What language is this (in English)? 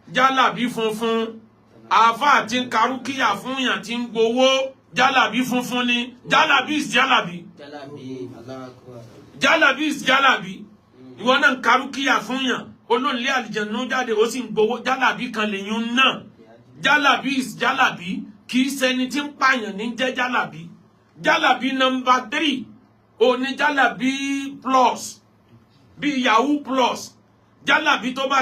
Yoruba